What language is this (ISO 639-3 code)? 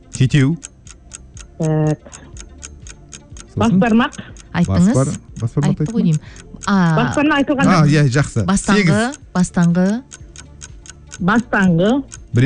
kaz